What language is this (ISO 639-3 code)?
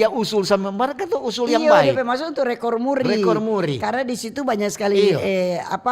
xmm